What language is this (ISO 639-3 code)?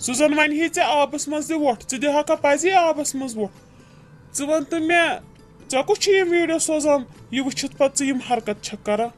kas